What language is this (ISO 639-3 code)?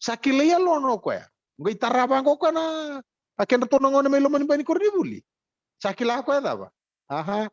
fij